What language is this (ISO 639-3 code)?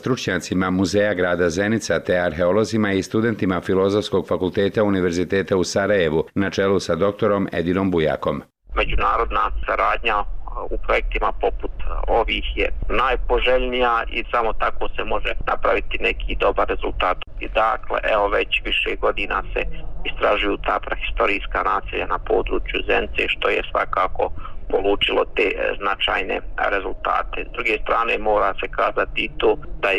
bos